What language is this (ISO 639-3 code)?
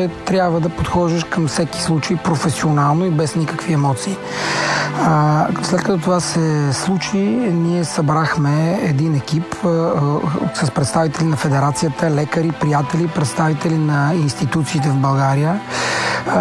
bul